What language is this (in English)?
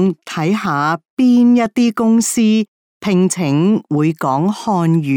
Cantonese